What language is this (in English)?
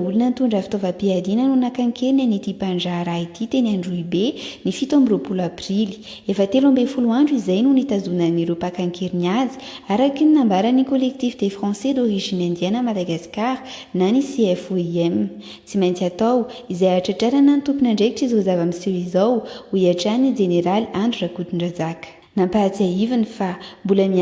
Malagasy